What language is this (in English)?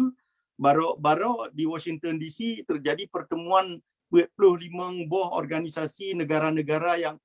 Achinese